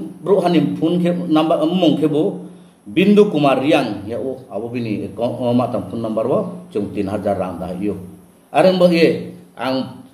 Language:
Riang (India)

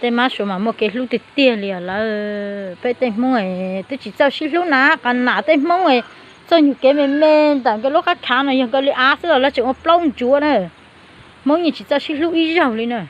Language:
Hmong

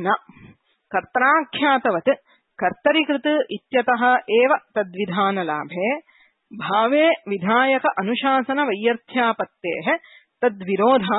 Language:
Sanskrit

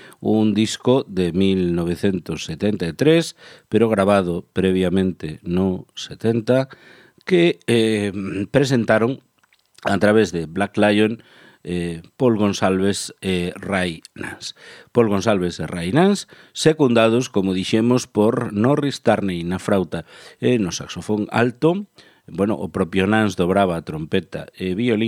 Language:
Galician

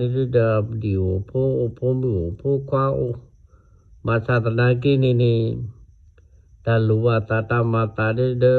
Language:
S'gaw Karen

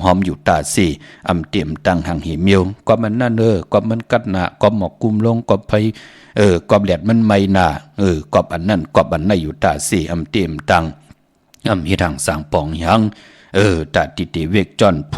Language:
Shan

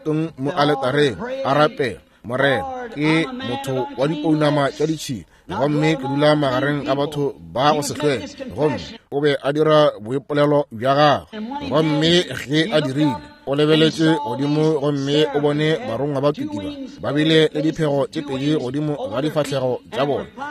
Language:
Northern Sotho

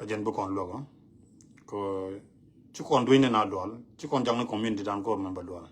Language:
Nuer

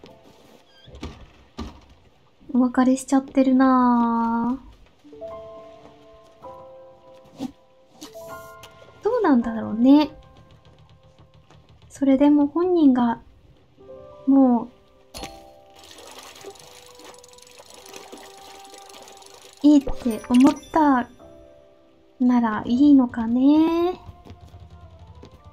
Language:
Japanese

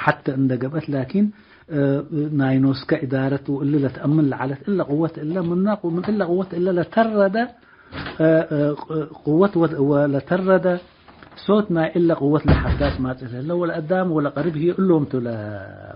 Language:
Tigre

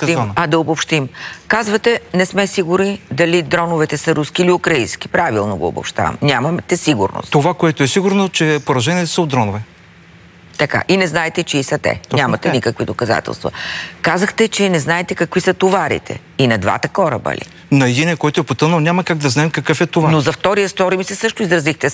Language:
Bulgarian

